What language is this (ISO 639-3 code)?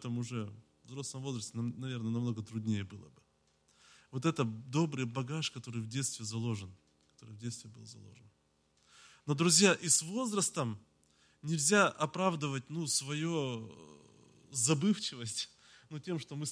rus